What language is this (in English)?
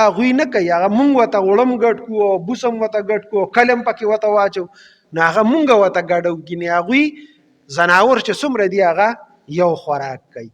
Pashto